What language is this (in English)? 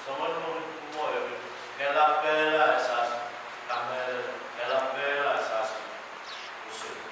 Pohnpeian